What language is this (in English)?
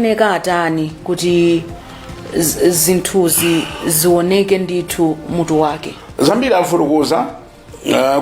Nyanja